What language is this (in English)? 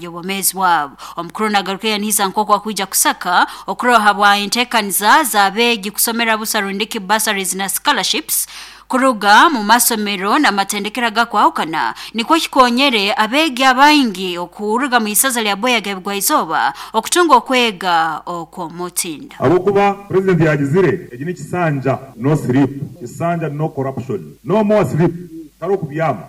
Nyoro